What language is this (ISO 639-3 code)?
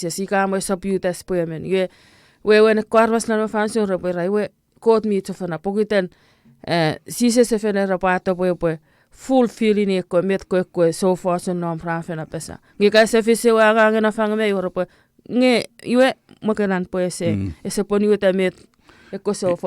chk